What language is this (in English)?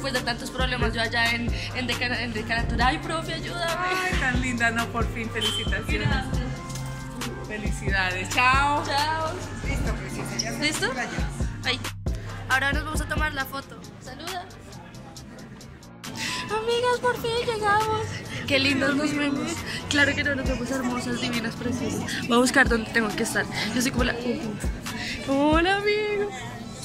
Spanish